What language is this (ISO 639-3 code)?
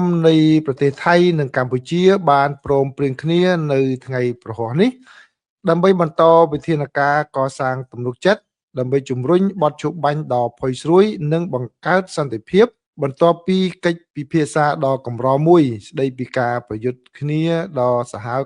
khm